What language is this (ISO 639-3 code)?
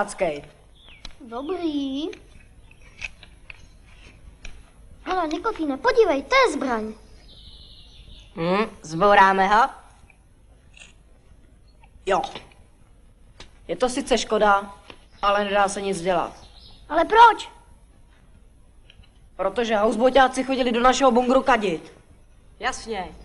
ces